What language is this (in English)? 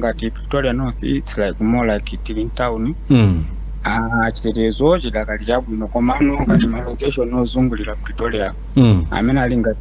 Nyanja